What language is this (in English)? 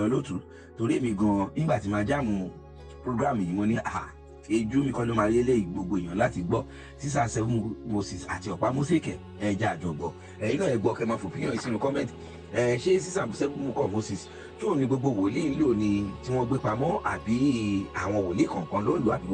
Yoruba